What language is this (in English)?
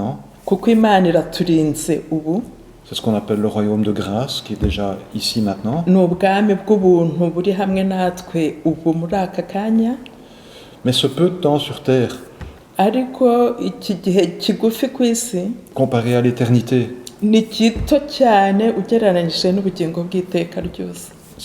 Kinyarwanda